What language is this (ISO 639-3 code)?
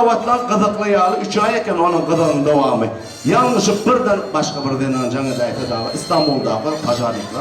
tuk